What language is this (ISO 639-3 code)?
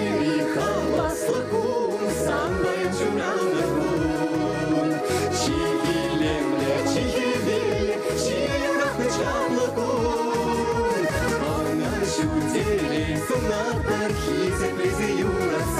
chv